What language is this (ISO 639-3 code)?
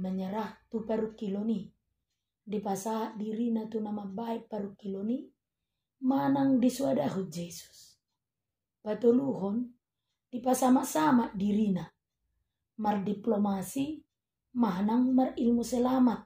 bbc